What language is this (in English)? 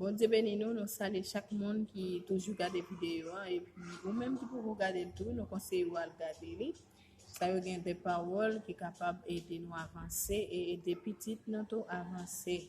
Haitian Creole